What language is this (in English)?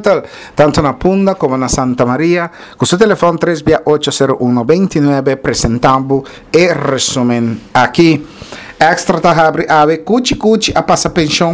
Papiamento